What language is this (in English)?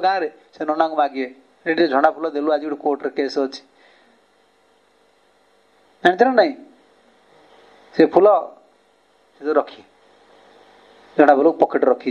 Odia